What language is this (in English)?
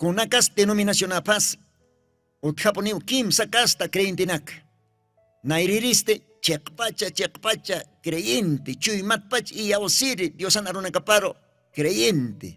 Aymara